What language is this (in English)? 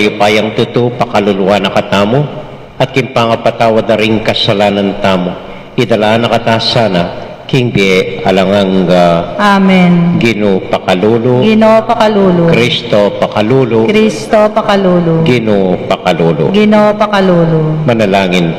Pampanga